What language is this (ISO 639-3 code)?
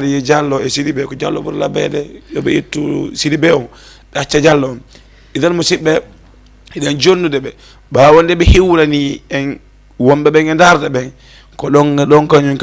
ful